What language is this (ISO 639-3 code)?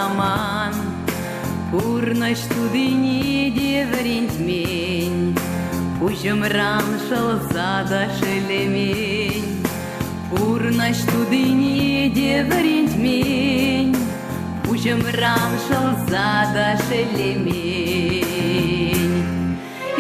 chv